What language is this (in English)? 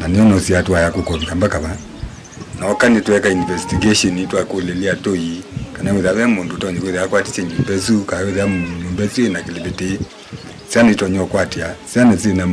Kamba